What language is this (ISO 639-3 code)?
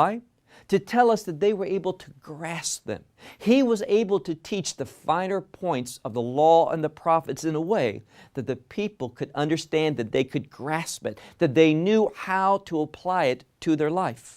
eng